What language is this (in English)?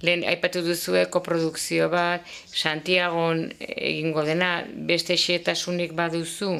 Basque